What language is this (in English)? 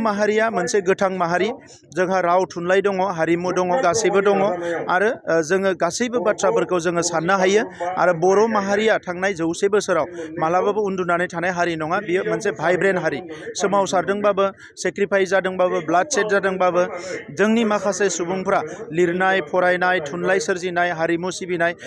Bodo